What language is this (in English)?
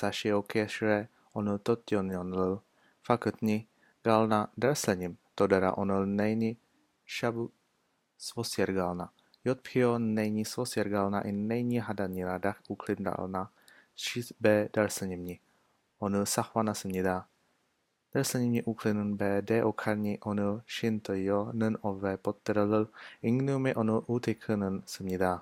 Slovenian